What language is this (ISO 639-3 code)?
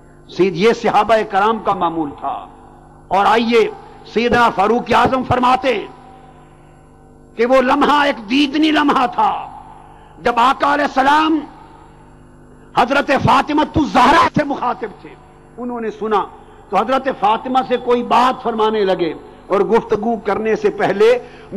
urd